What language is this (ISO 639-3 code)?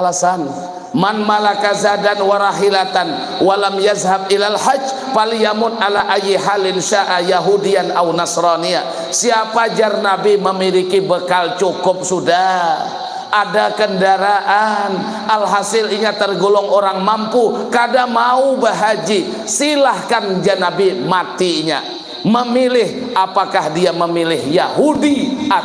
bjn